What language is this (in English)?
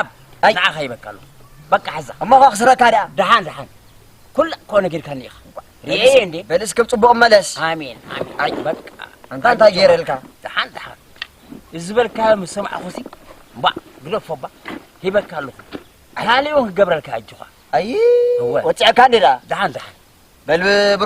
Tigrinya